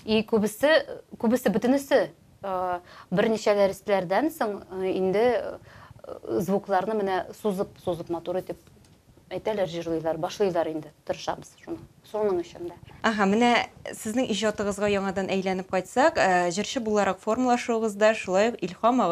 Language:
Tatar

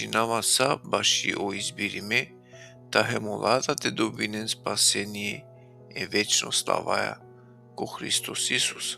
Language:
Balkan Romani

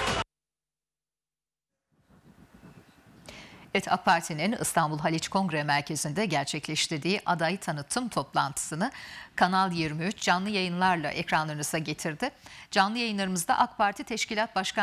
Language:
Turkish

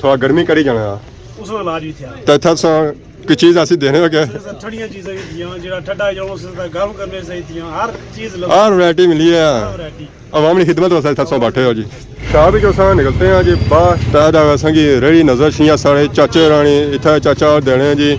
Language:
Pahari-Potwari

